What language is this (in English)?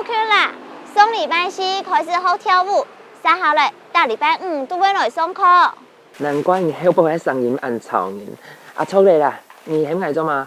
Hakka Chinese